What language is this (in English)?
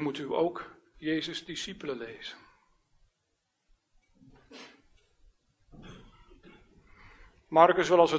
Dutch